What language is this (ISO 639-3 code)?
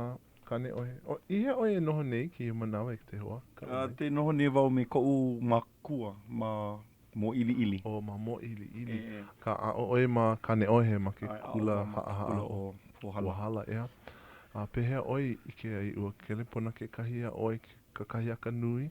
haw